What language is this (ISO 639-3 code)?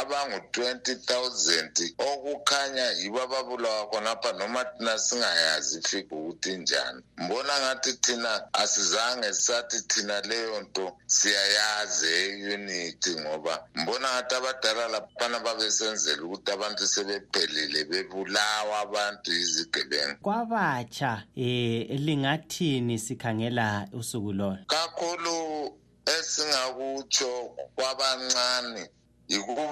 nde